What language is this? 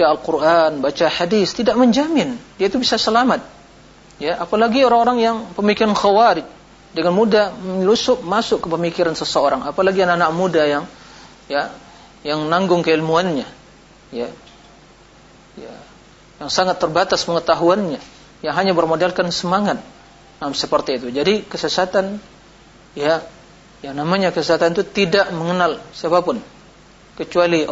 Indonesian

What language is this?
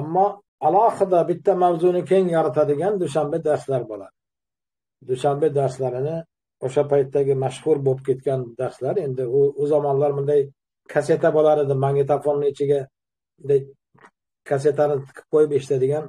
Uzbek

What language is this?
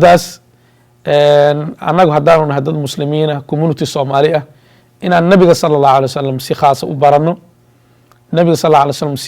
Somali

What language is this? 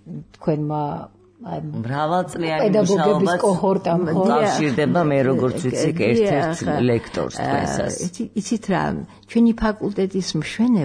Georgian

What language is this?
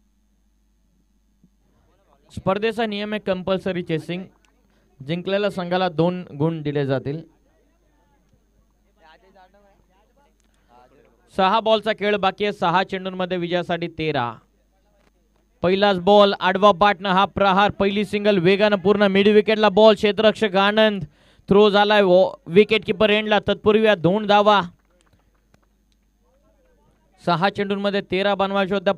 Marathi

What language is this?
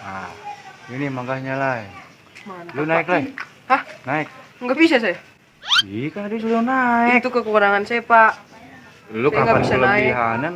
Betawi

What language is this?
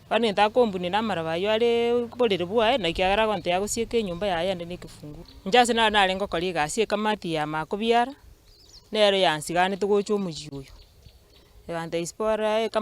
Gusii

